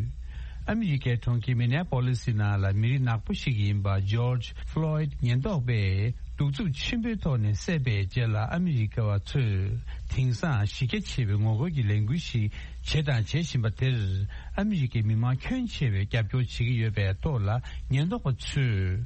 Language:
Tibetan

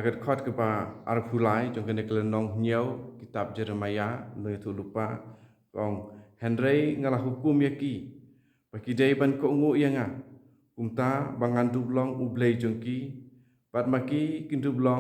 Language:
Khasi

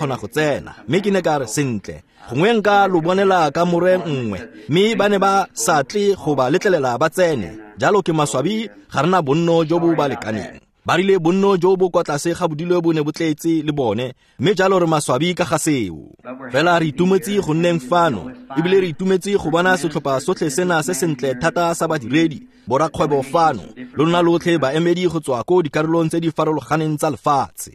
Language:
Tswana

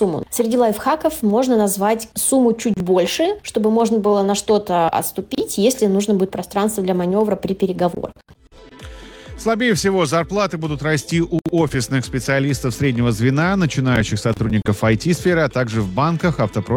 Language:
Russian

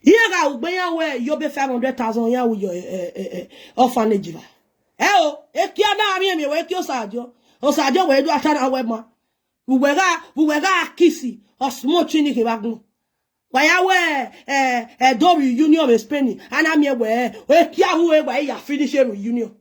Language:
Nigerian Pidgin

